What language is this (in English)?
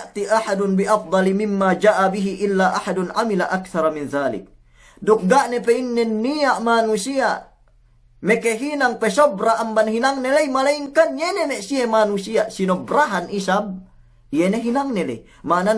Yakan